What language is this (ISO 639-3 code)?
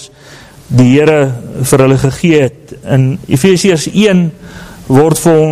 afr